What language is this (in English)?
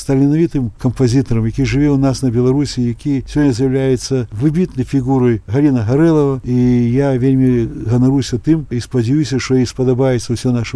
Belarusian